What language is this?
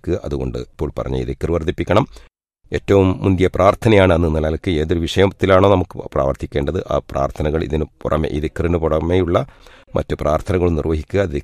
Malayalam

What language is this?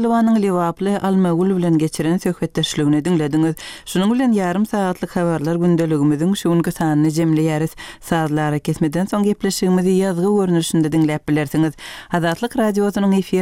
Turkmen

